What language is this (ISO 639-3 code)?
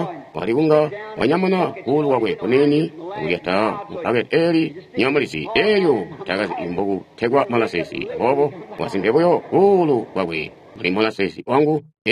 toi